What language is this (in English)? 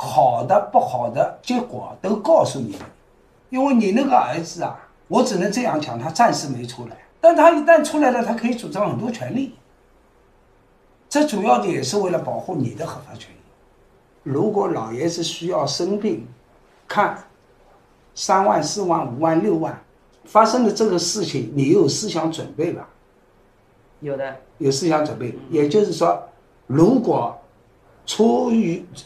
Chinese